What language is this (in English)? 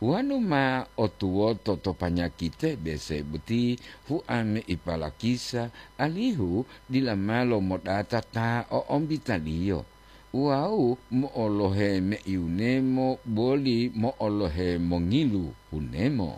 Gorontalo